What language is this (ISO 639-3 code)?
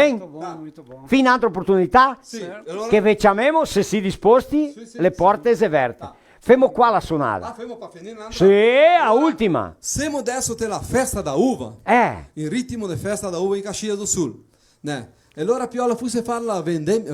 vec